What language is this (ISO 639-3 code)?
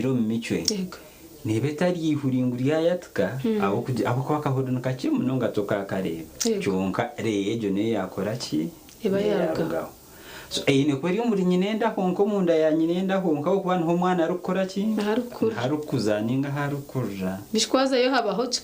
nyn